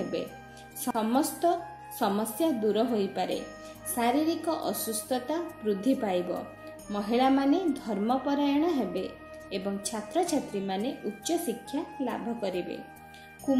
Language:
Odia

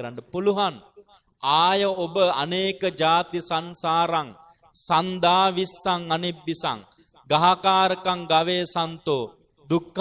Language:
Sinhala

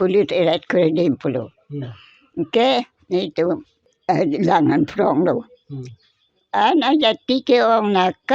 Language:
Karbi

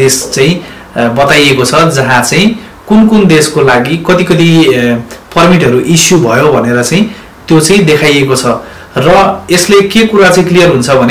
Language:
Nepali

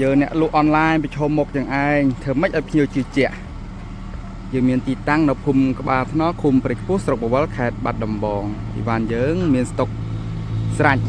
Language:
Khmer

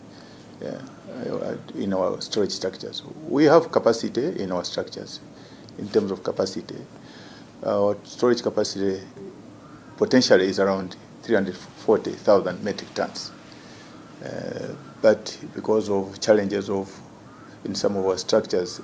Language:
English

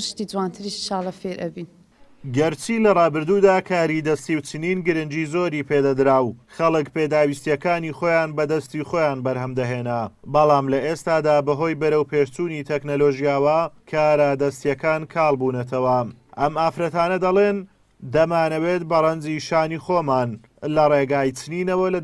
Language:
Central Kurdish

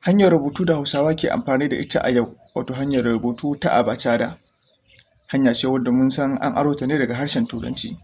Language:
Hausa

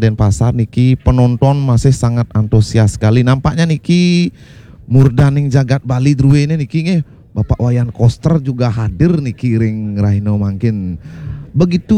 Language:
Balinese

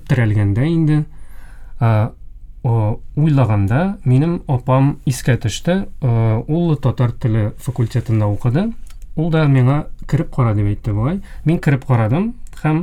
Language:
Tatar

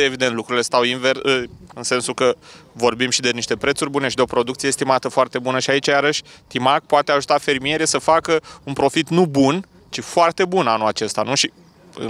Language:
Romanian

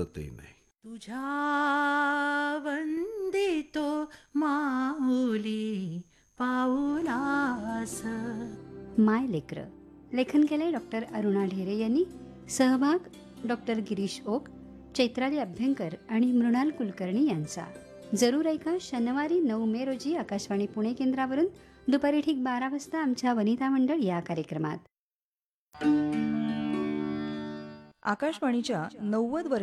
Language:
Marathi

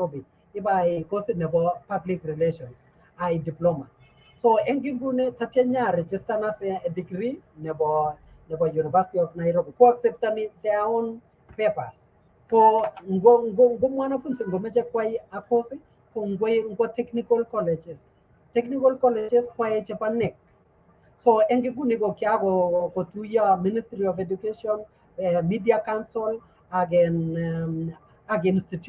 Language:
Kalenjin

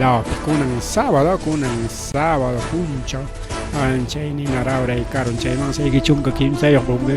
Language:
Ayacucho Quechua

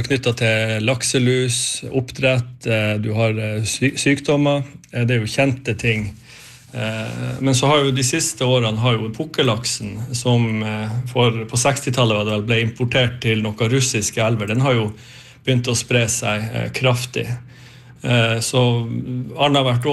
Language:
Norwegian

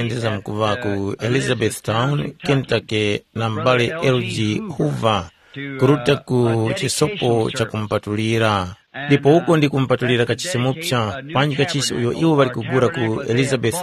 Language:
Tumbuka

